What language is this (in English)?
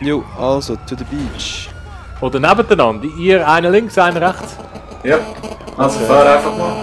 Swiss German